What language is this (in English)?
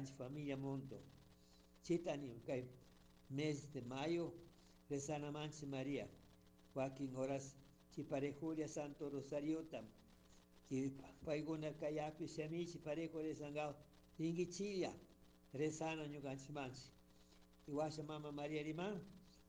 Chimborazo Highland Quichua